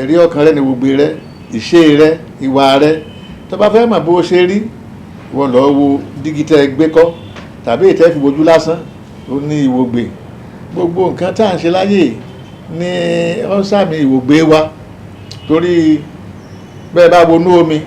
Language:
Yoruba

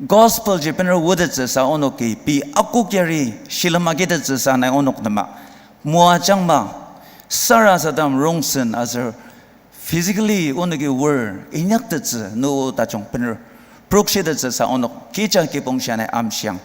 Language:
Ao Naga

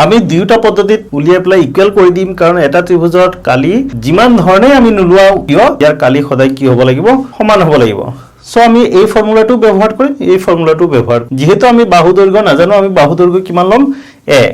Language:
Assamese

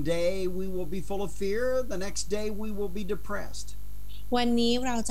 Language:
Thai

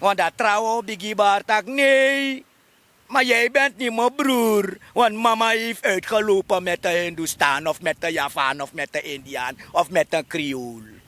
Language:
Sranan Tongo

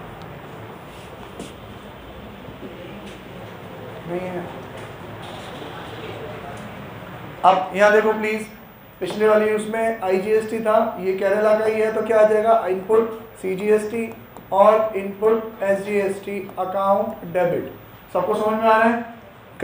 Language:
Hindi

